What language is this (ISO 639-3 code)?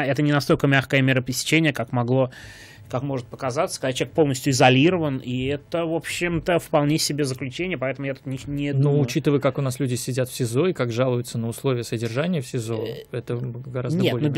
rus